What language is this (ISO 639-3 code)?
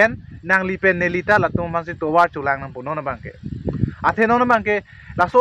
mjw